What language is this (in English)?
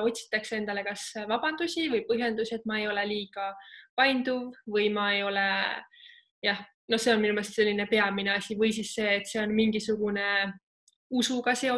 Estonian